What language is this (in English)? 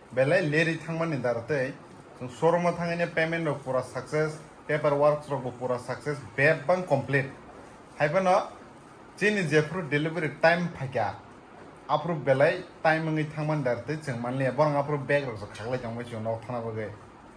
Kok Borok